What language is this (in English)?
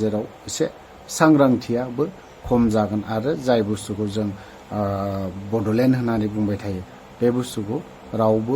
Bodo